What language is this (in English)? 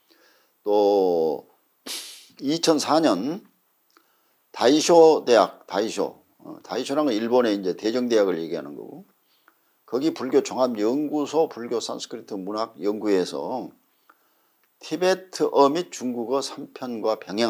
Korean